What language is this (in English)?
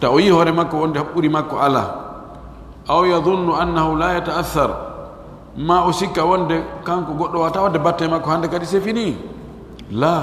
Pular